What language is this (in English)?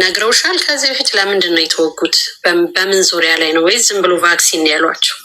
Amharic